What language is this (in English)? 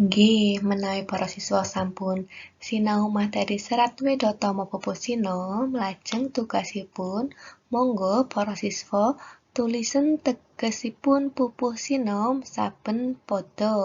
Javanese